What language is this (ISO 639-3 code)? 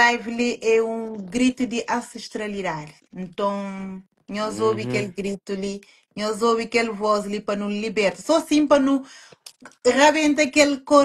kea